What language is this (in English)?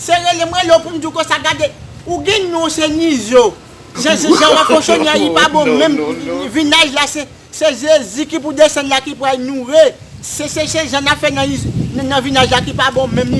Haitian Creole